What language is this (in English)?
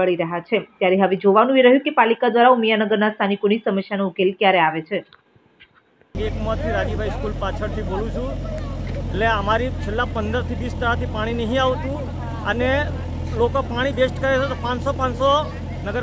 Gujarati